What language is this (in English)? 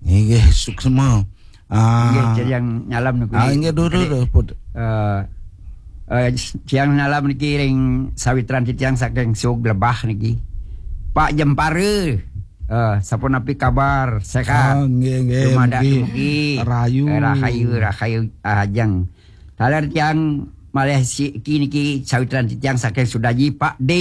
Balinese